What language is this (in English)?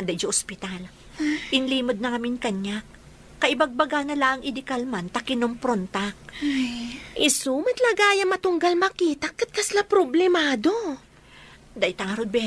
Iloko